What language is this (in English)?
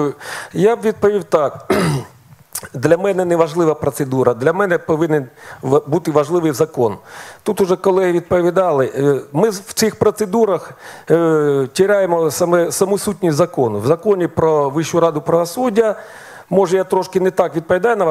Ukrainian